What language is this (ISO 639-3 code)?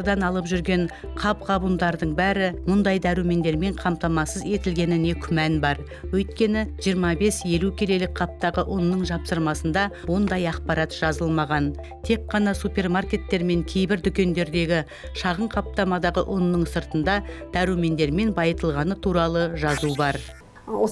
kaz